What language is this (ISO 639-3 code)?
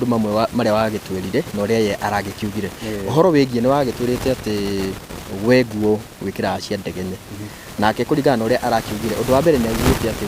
kik